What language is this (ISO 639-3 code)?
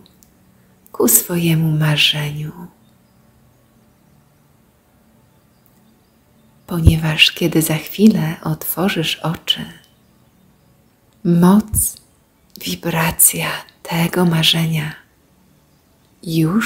pol